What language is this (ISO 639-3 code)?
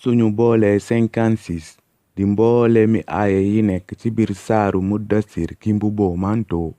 wol